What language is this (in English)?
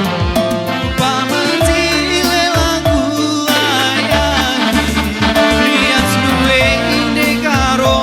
Batak Karo